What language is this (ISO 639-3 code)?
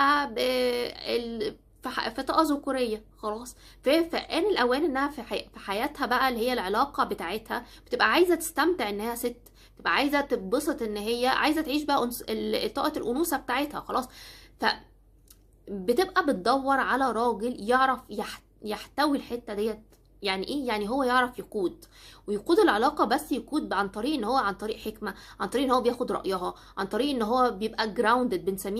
arz